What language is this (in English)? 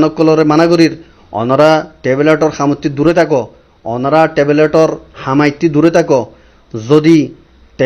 Rohingya